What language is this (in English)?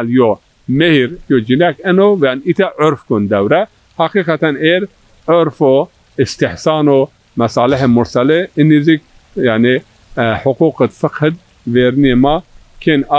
Zaza